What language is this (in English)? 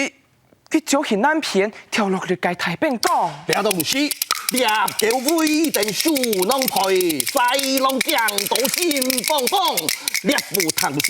Hakka Chinese